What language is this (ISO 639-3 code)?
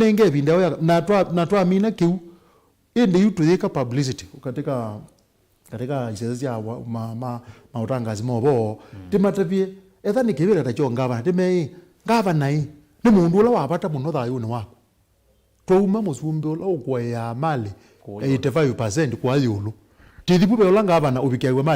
kam